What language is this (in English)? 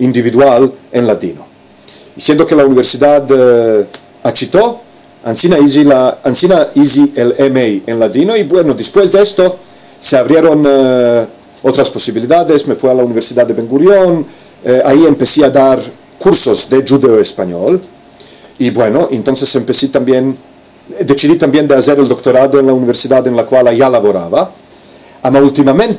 Ladino